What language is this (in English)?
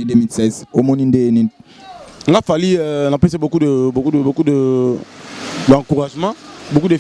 Lingala